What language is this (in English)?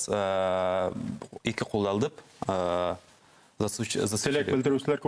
Bashkir